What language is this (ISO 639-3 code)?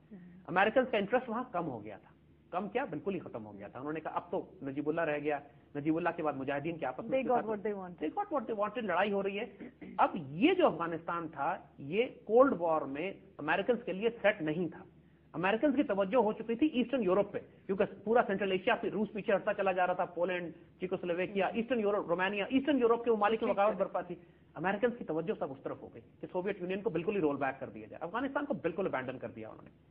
urd